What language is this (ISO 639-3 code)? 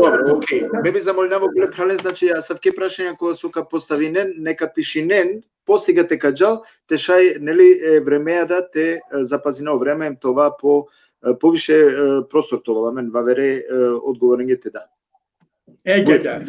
rmn